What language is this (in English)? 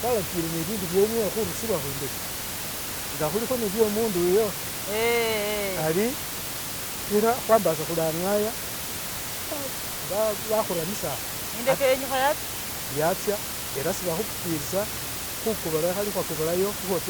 Masaaba